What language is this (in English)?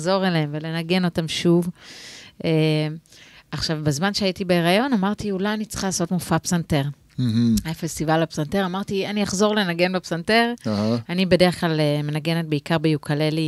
Hebrew